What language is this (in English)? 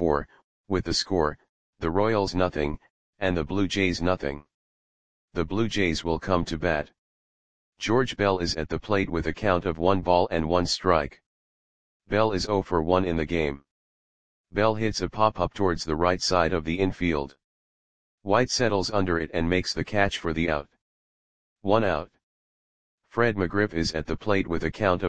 English